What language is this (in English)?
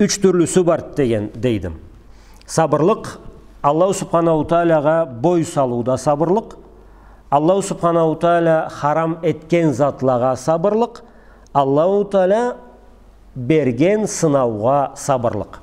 Karachay-Balkar